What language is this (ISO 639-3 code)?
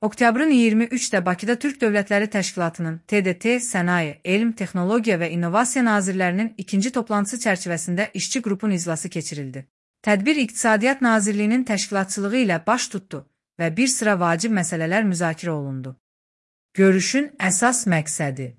aze